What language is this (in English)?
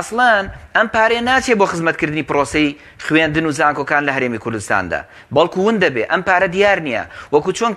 Central Kurdish